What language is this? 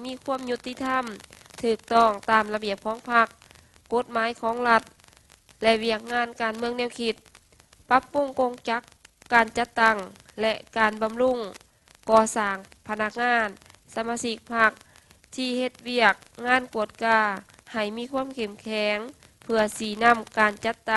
Lao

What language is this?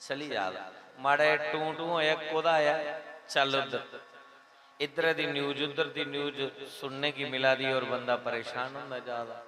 Dogri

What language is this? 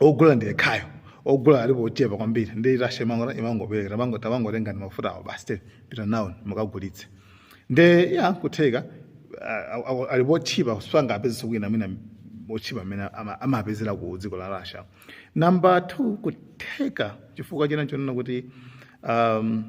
Nyanja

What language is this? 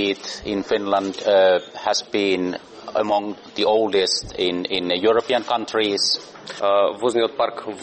Macedonian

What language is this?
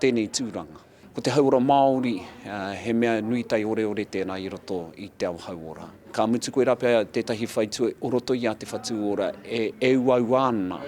Māori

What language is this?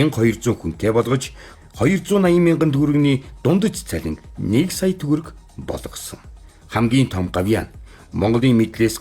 Mongolian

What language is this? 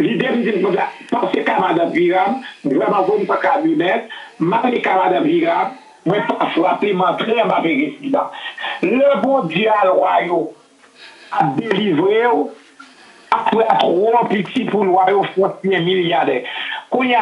Haitian Creole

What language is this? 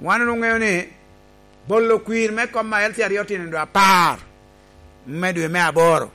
Lango (Uganda)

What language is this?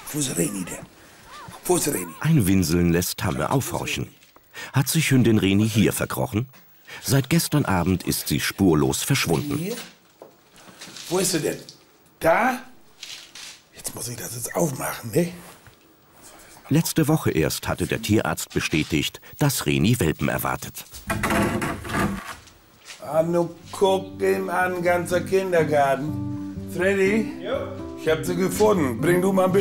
German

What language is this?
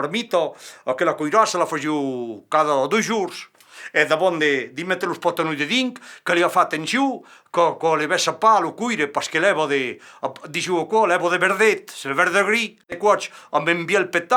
Occitan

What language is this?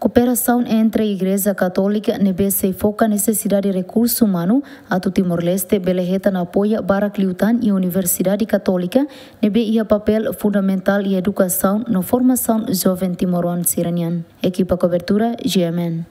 Tetum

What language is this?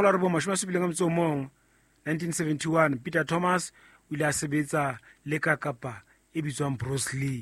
Southern Sotho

